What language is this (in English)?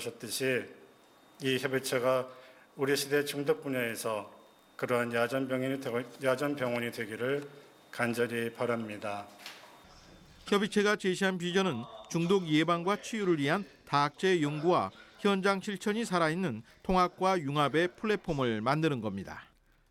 Korean